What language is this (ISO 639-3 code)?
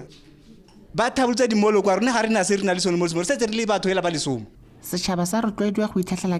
tsn